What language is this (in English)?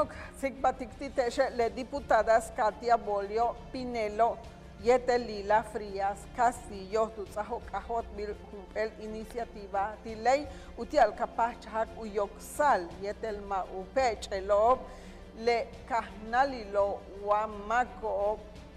Yucateco